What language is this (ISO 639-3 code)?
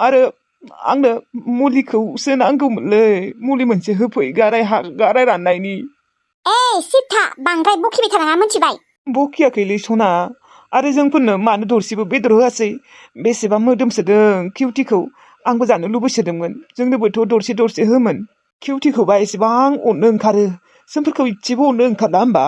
brx